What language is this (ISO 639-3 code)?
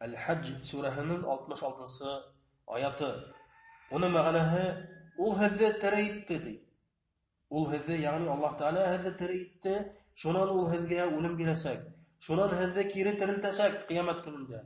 bak